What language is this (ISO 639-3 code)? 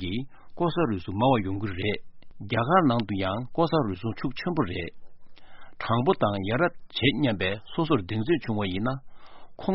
bod